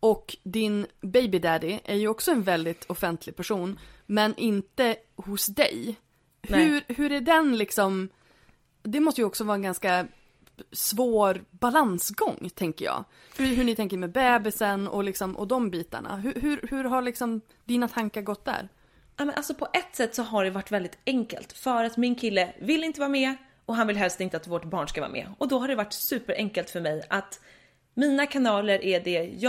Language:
Swedish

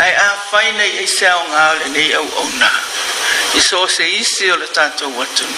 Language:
Samoan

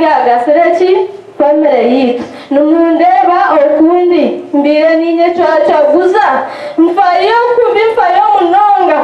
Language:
Nyankole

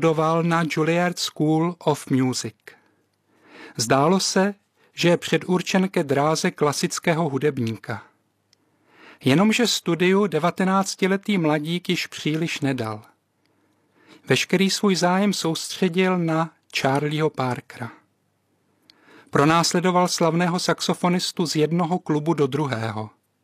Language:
Czech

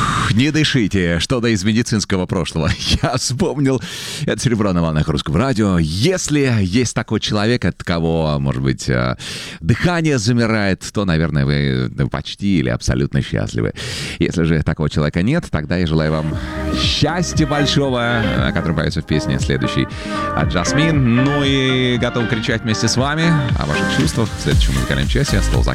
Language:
Russian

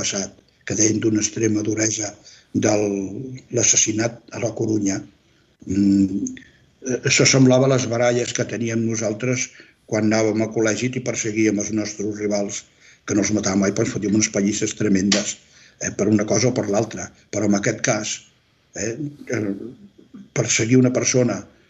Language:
Catalan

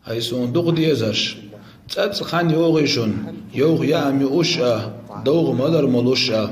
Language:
Chechen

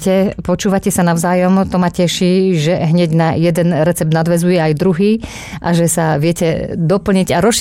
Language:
Slovak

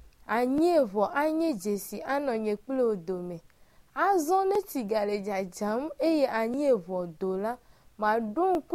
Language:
Ewe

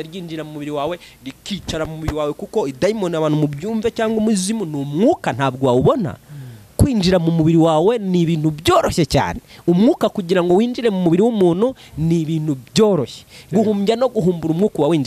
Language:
Kinyarwanda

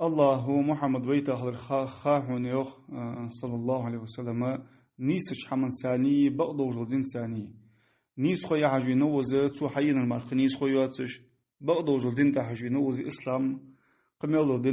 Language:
Ingush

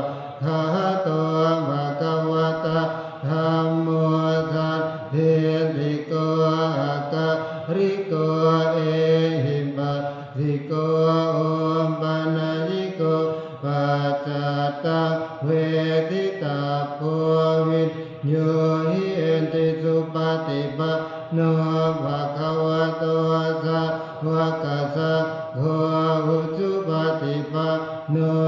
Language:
Pali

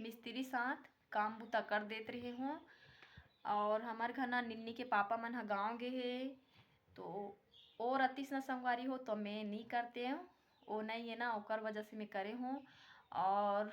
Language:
Chhattisgarhi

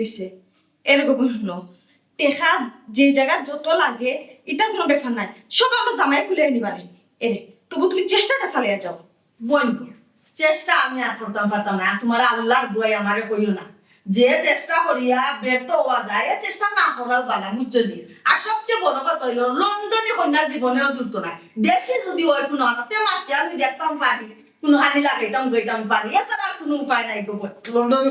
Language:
Sylheti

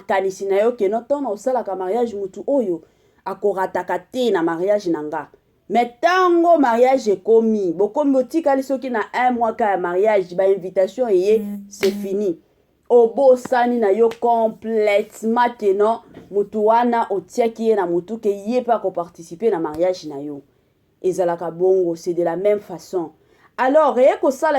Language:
Lingala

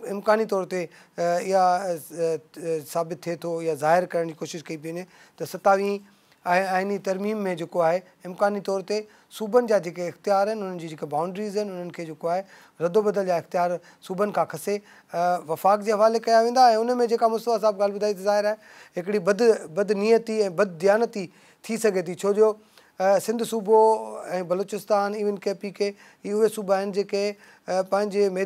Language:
Sindhi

